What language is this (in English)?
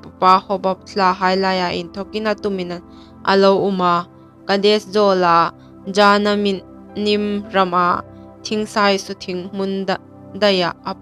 Hmar